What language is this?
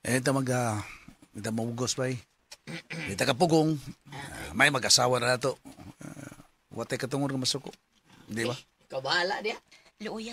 Cebuano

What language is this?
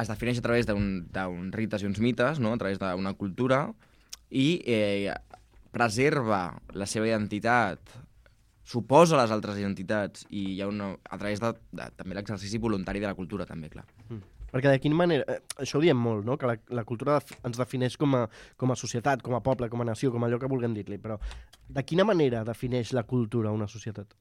Catalan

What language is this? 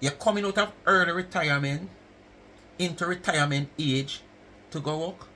Jamaican Creole English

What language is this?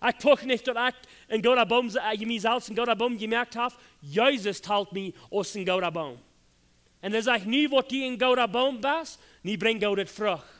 Plautdietsch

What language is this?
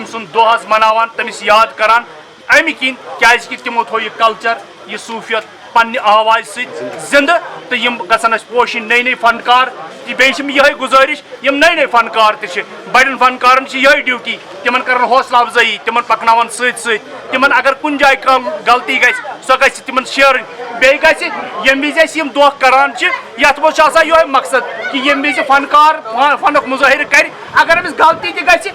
Kashmiri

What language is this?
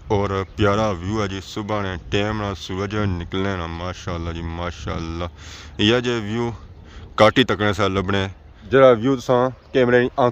Pahari-Potwari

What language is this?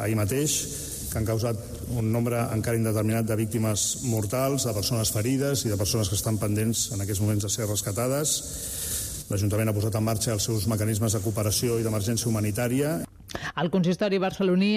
Catalan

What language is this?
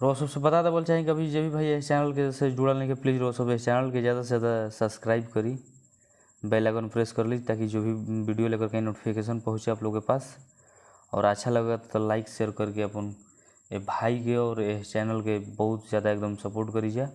Bhojpuri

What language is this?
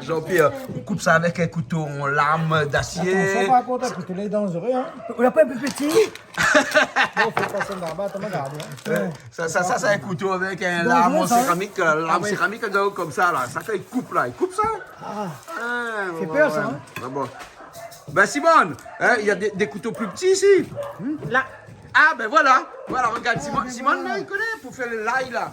Réunion Creole French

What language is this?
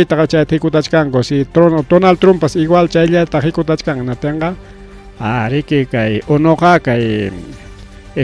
Ayacucho Quechua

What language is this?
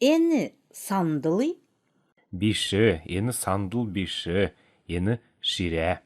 Kalmyk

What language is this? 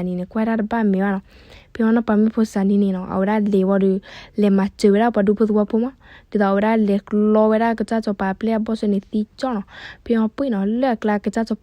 S'gaw Karen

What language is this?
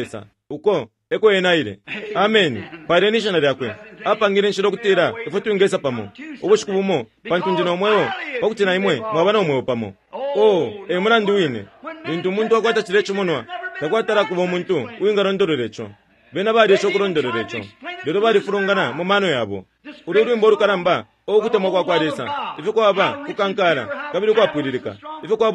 Bemba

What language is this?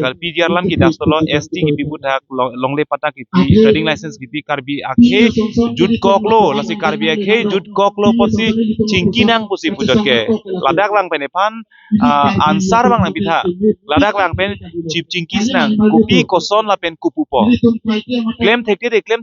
Karbi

